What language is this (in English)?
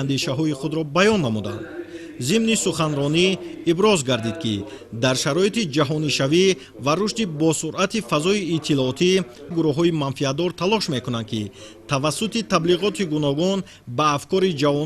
Tajik